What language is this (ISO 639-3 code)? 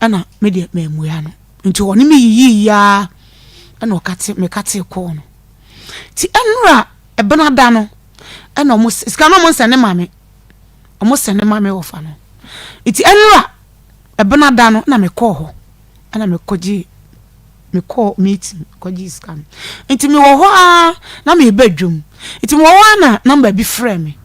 aka